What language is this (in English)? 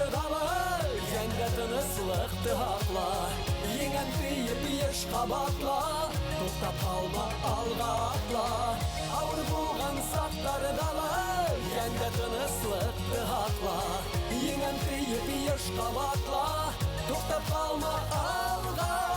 Bashkir